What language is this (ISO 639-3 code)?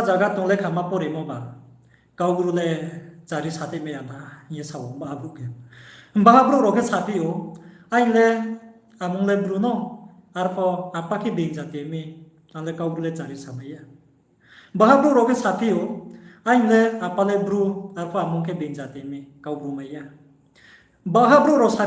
ria